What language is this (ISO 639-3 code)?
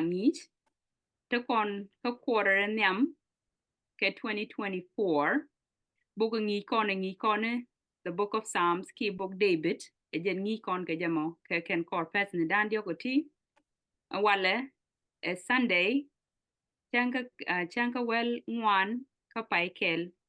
nus